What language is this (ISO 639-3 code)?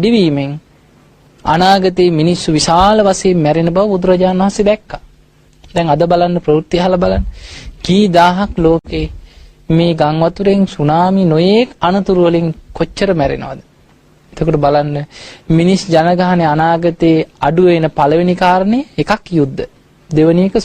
sin